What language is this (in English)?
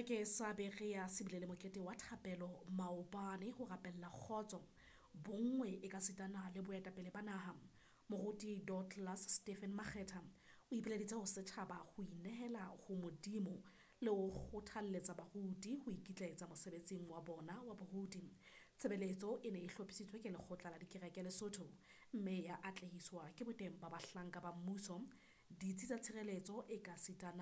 Southern Sotho